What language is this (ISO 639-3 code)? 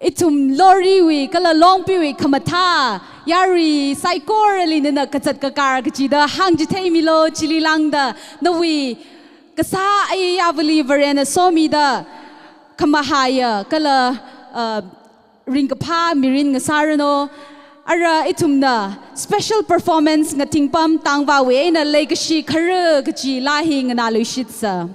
nmf